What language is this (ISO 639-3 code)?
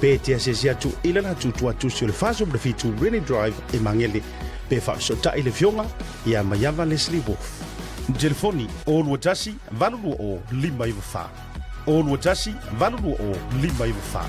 smo